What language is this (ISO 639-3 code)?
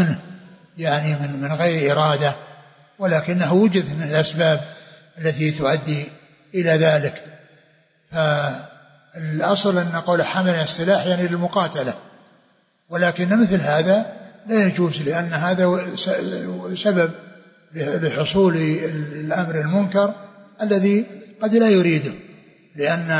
ara